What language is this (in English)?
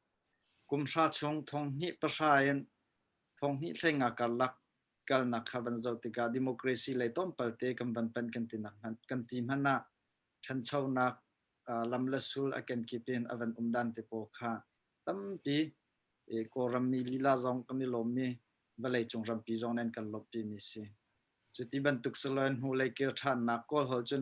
Hakha Chin